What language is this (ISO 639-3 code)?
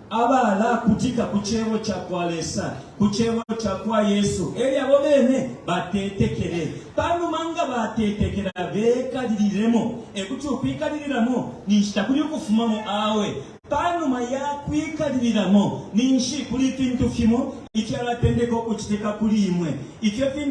bem